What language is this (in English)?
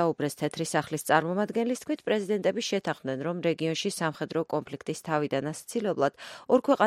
Georgian